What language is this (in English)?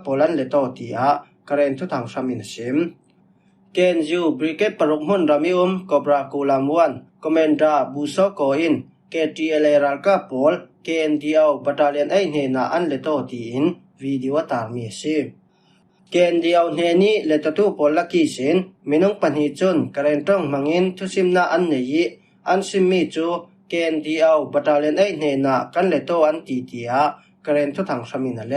Falam Chin